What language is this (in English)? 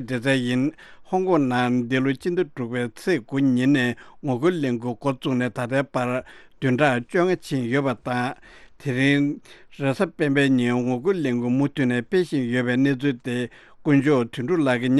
Tibetan